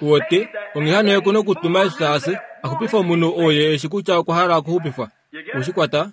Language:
Kuanyama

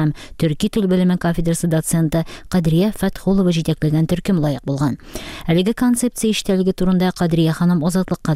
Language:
Tatar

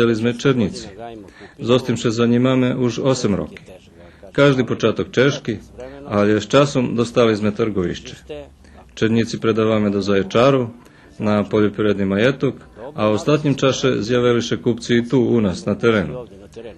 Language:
Rusyn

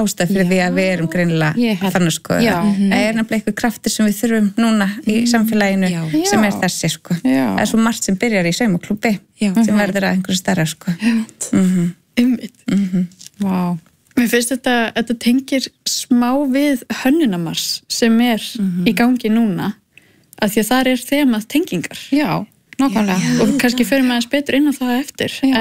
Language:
Icelandic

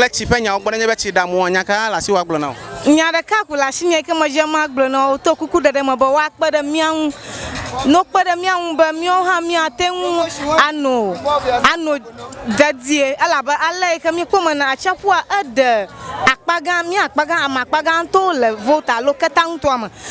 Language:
Ewe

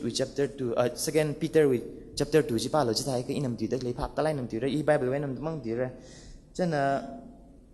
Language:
Tangkhul Naga (India)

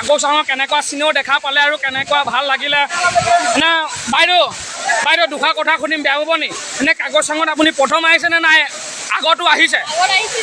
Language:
Assamese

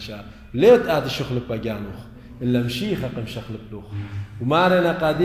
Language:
Assyrian Neo-Aramaic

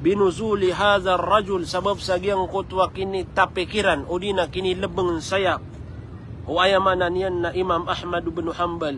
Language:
Maranao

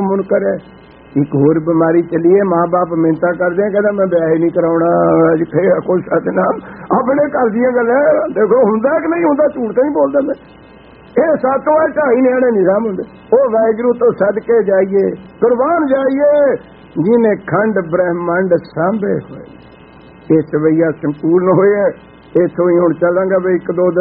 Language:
Punjabi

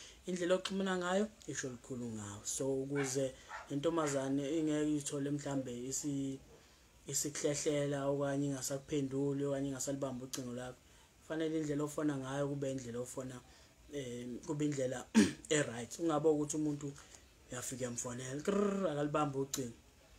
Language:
Zulu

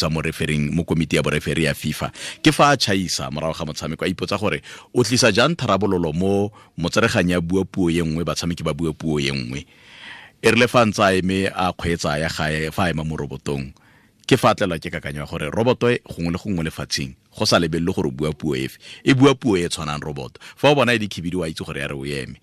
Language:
Tswana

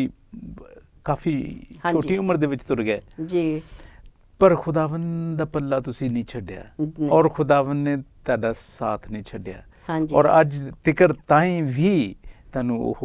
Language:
Punjabi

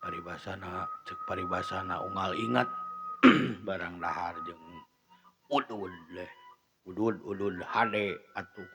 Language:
Sundanese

